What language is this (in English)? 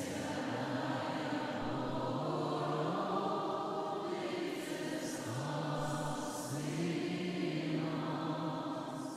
Ukrainian